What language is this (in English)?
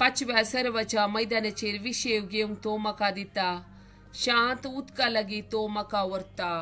Konkani